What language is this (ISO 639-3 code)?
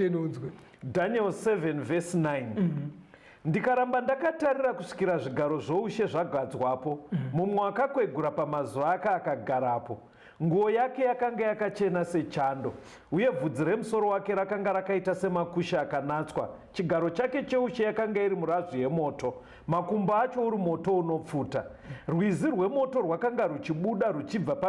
sna